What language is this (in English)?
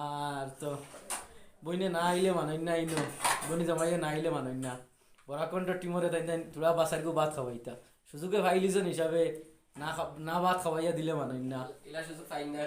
Sylheti